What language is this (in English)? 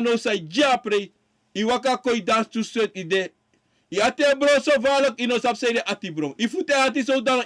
Sranan Tongo